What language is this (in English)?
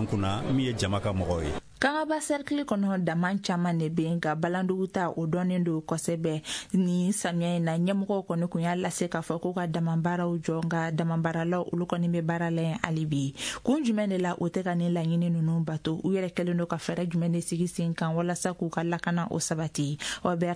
Bambara